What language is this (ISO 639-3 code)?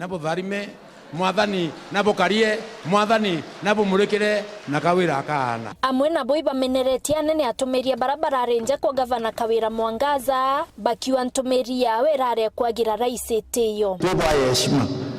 mer